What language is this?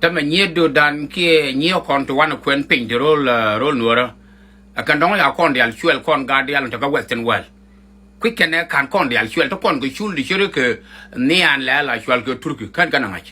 Nuer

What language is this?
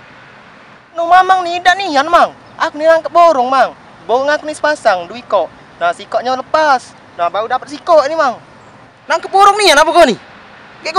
Musi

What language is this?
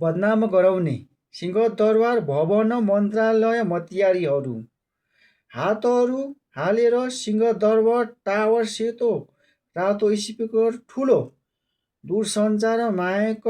Nepali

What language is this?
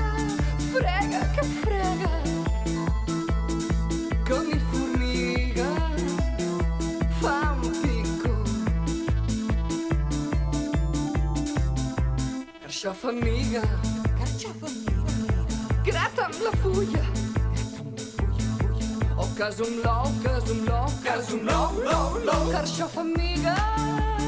Catalan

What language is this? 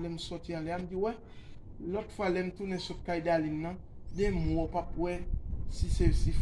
Haitian Creole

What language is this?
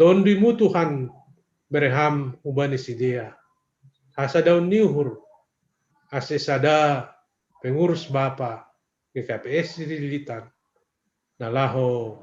Batak Simalungun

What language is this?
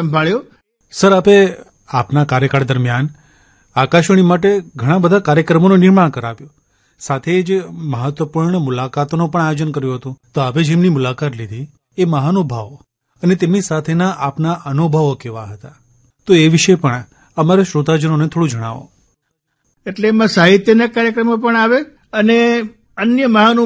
Gujarati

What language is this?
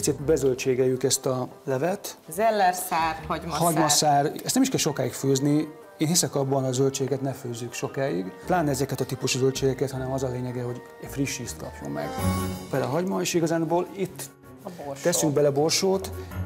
Hungarian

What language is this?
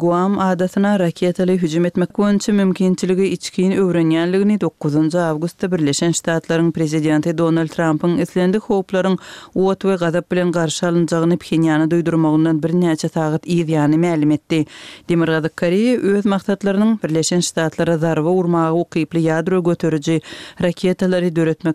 Kyrgyz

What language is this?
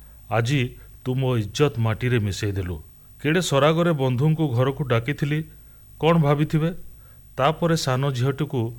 Odia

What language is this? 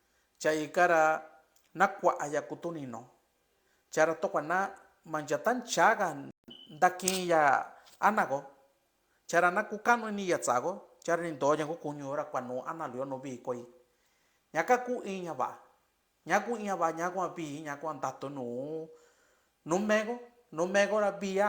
Mixtepec Mixtec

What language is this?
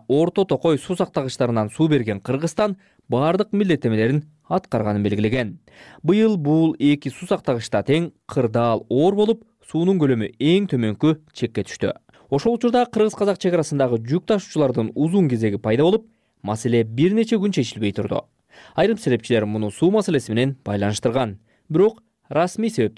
Kyrgyz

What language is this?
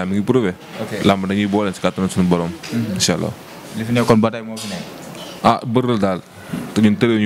Wolof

